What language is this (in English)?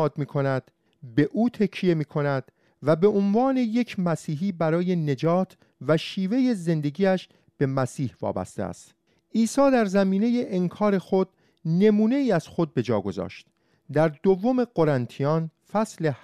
Persian